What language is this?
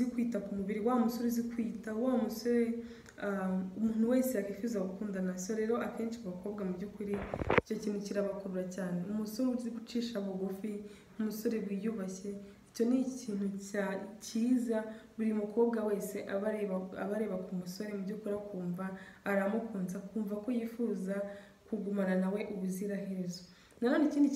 Kinyarwanda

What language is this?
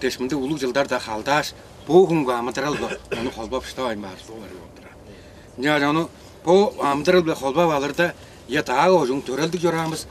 Tuvinian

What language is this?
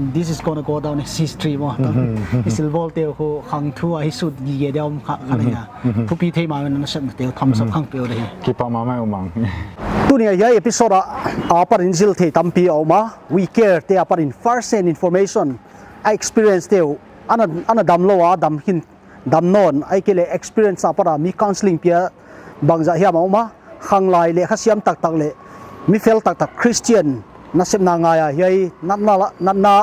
Paite Chin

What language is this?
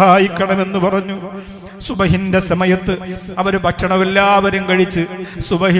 Malayalam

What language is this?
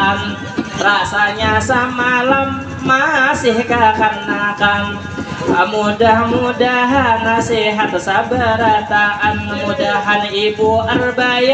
Banjar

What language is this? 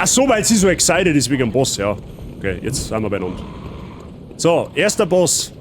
Bavarian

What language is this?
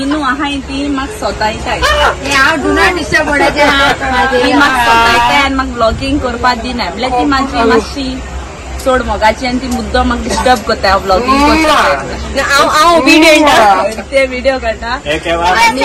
Konkani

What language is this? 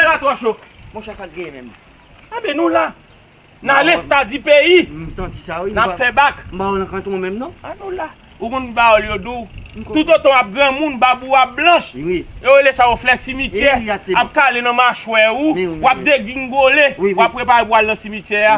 Haitian Creole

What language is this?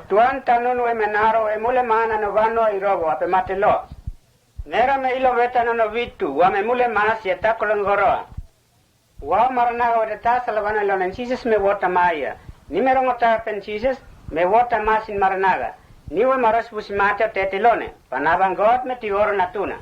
Mota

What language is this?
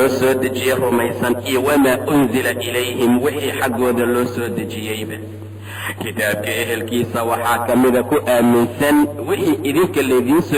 Somali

